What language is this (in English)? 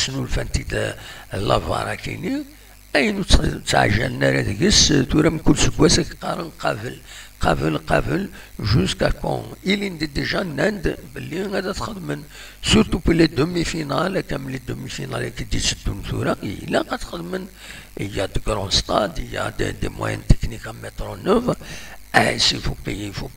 Kabyle